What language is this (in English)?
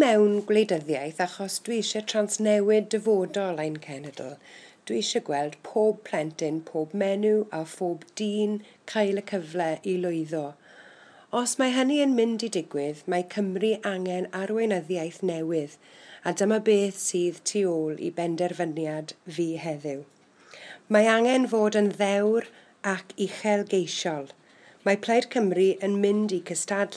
Welsh